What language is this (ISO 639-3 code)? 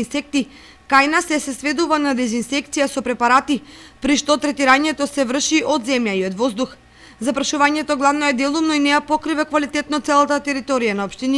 mkd